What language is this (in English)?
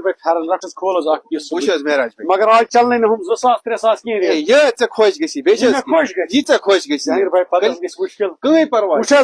Kashmiri